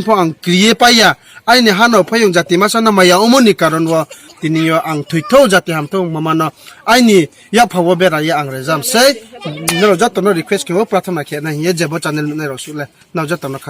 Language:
Riang (India)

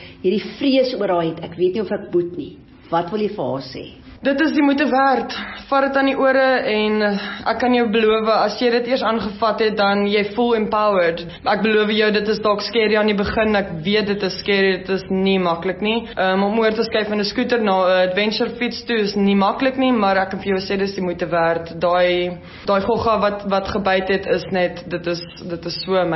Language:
Afrikaans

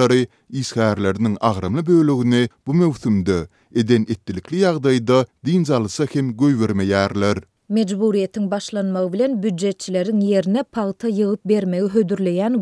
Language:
Turkmen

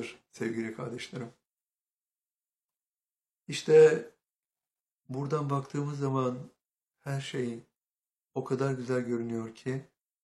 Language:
Turkish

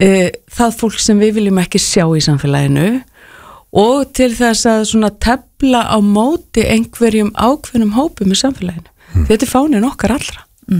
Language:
Icelandic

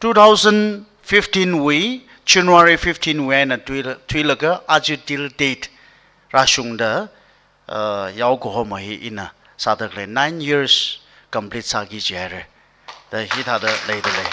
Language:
Tangkhul Naga (India)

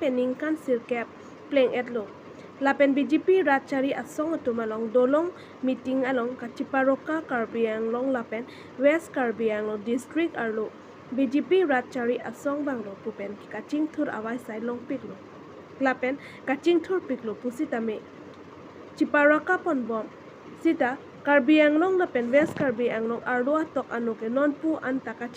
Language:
Karbi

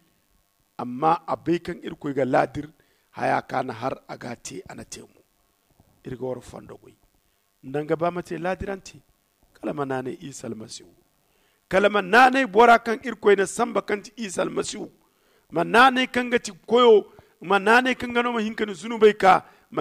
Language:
Zarma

